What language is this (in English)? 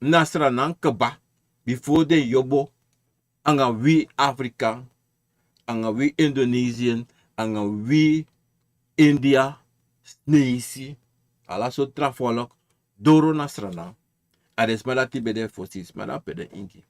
Sranan Tongo